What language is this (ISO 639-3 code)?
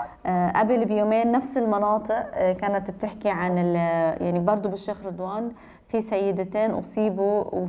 apc